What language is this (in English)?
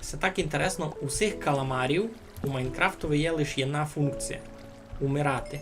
Rusyn